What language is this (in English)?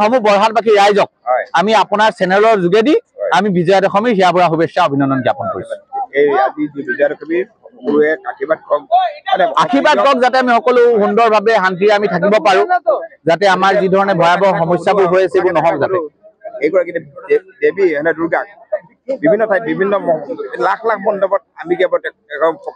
Assamese